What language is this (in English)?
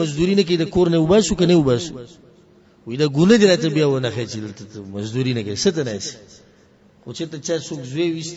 Pashto